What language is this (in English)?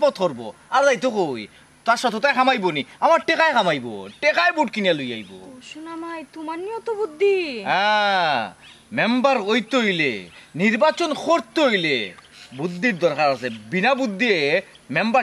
Sylheti